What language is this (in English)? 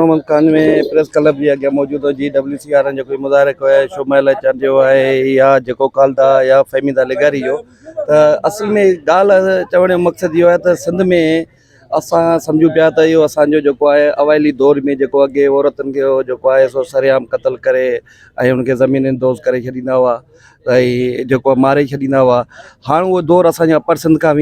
Sindhi